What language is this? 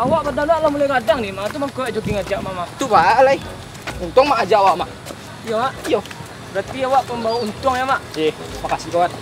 Minangkabau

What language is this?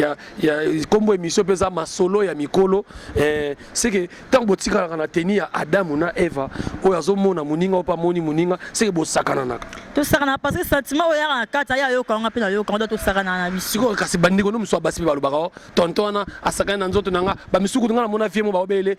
Lingala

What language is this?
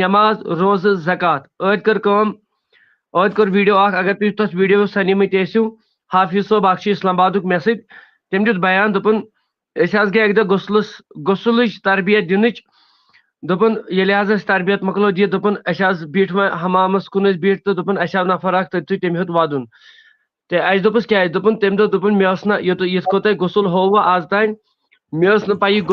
Kashmiri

